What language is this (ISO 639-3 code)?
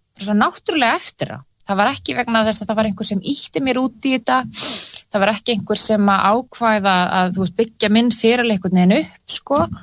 isl